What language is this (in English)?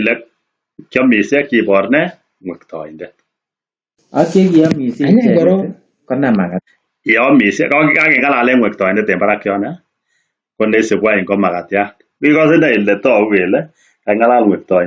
Kalenjin